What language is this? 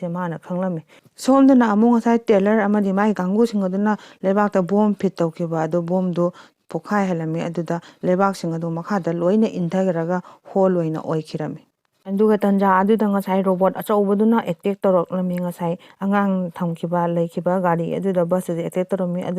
Manipuri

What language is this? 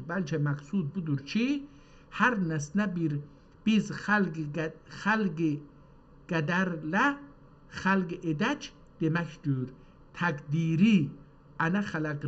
South Azerbaijani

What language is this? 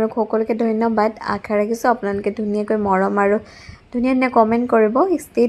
Assamese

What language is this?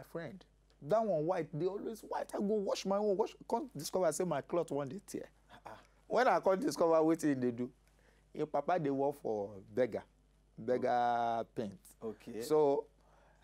Nigerian Pidgin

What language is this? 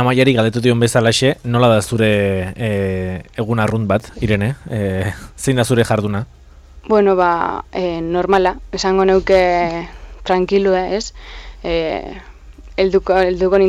Basque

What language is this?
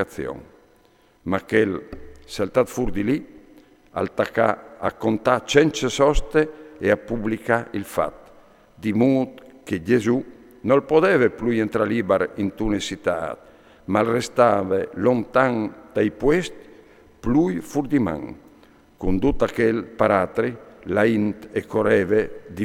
Friulian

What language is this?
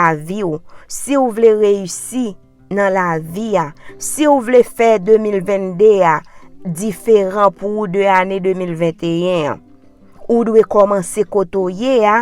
Haitian Creole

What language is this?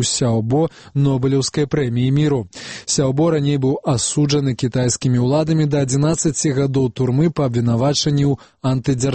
Belarusian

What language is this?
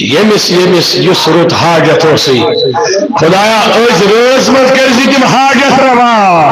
Kashmiri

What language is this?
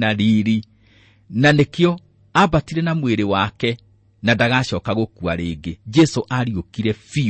Kikuyu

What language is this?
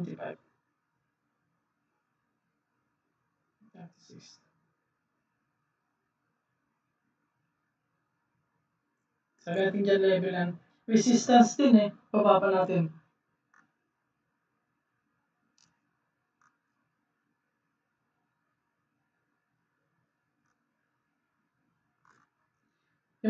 Filipino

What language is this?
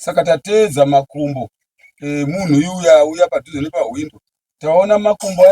Shona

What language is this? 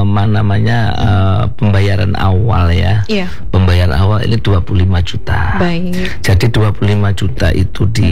Indonesian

